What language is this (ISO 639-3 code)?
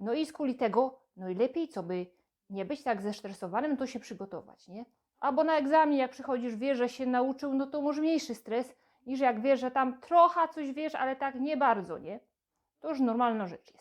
szl